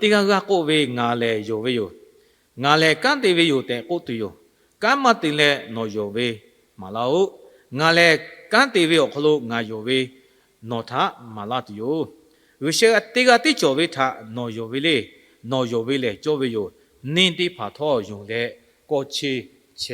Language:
Lahu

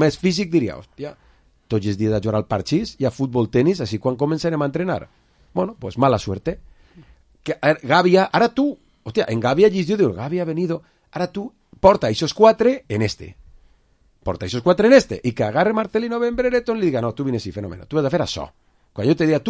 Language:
Catalan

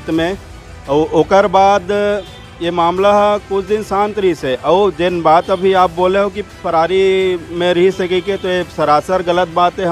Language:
Chhattisgarhi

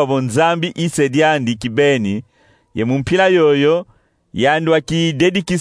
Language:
Kongo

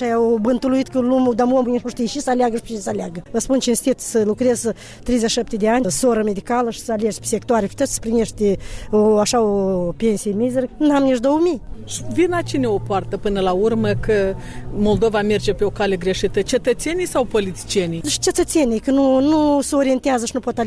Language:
Romanian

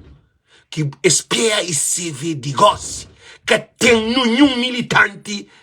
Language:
Kabuverdianu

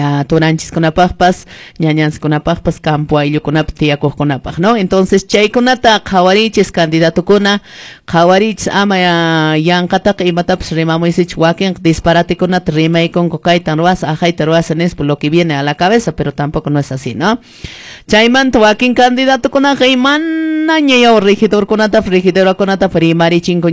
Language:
Quechua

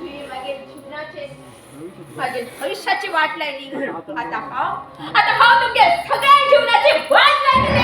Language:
Konkani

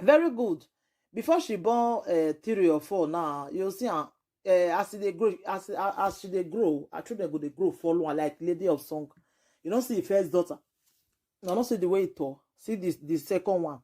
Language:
Nigerian Pidgin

